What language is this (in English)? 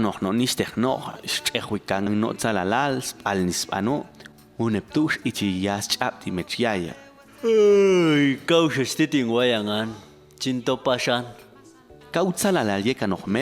Popti'